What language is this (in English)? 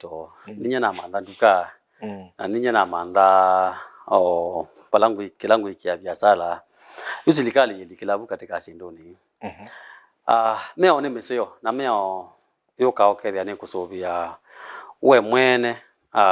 Kamba